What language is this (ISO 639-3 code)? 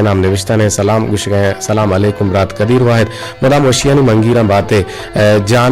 bgp